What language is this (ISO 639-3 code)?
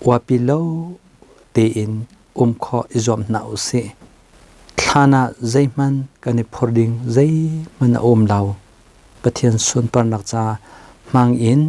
cnh